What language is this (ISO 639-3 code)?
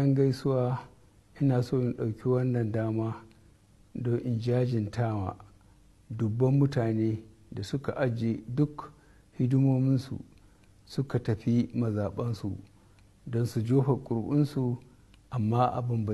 hau